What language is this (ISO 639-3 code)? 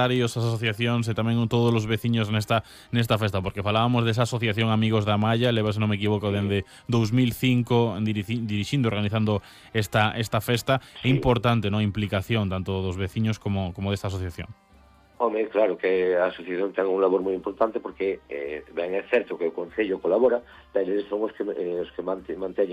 glg